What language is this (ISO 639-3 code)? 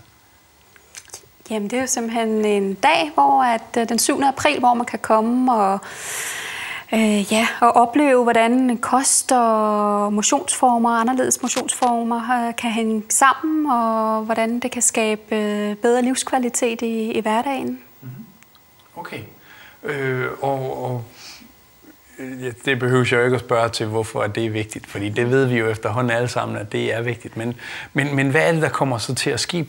dan